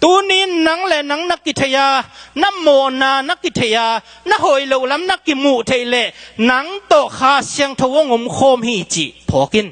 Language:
Tedim Chin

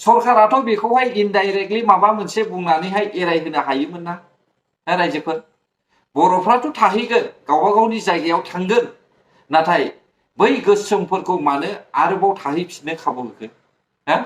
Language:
Bodo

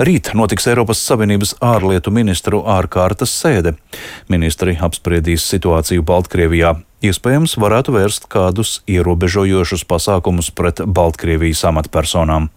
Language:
Latvian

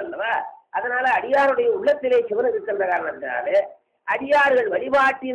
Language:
Tamil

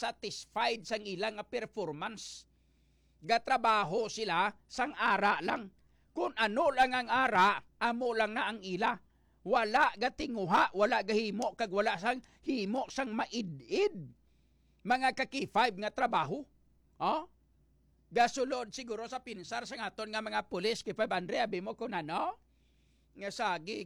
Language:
Hiligaynon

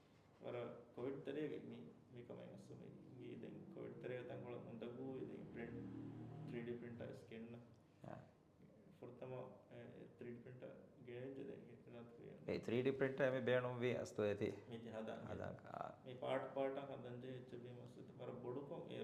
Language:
Divehi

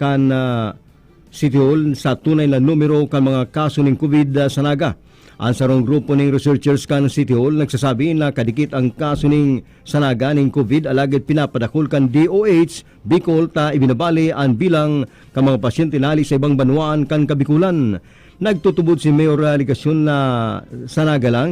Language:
Bikol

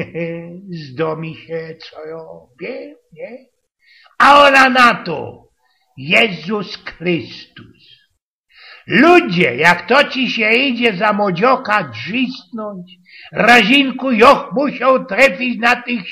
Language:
Silesian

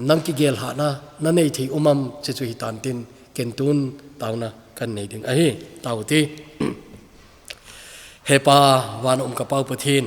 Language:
Thado Chin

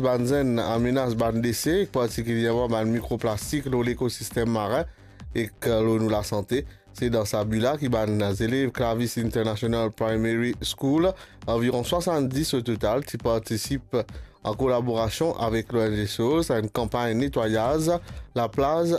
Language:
Morisyen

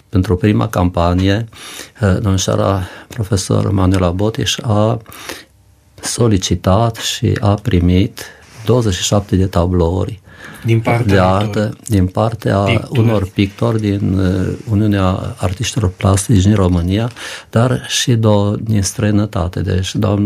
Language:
Romanian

